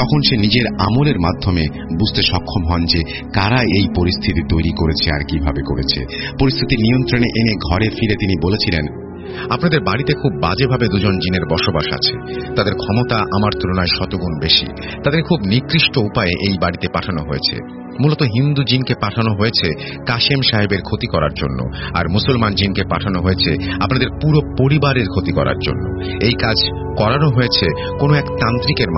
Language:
Bangla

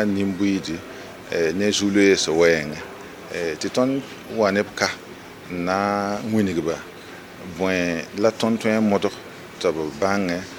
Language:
Mossi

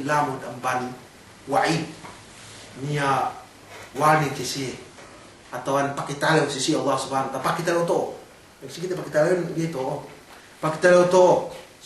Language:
Yakan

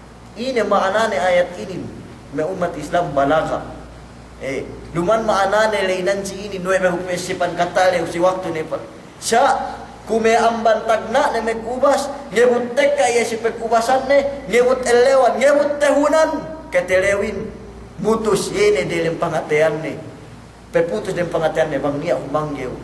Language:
Yakan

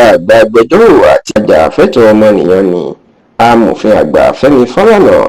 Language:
Yoruba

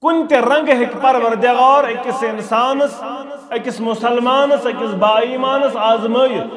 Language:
Kashmiri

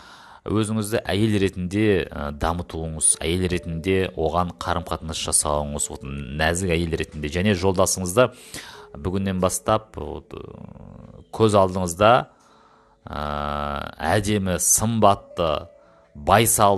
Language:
Kazakh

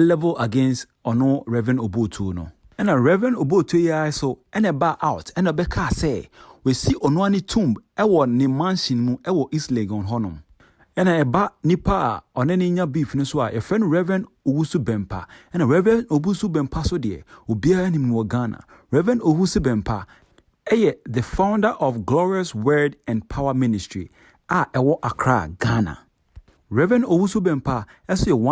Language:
Akan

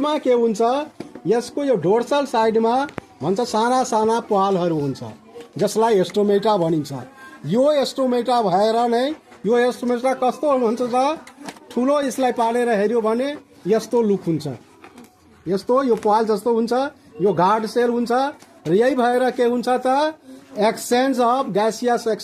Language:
Nepali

